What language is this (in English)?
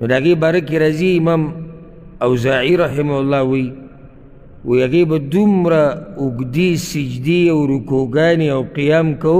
Pashto